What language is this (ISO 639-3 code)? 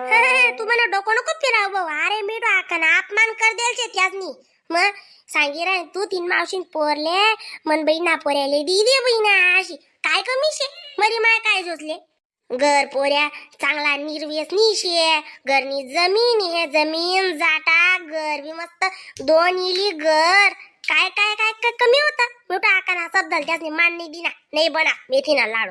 khn